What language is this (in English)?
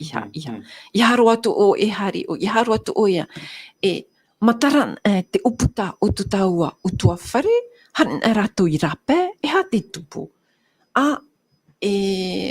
Tahitian